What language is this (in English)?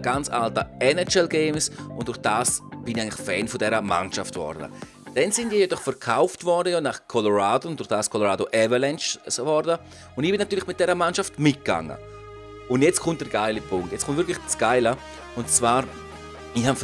Swiss German